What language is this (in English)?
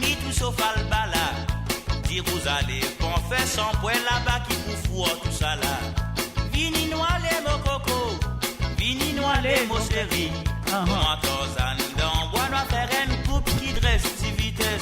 Morisyen